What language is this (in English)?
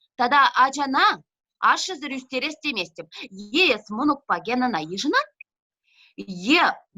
Chuvash